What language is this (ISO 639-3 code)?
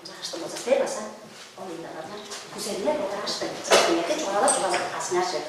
tyv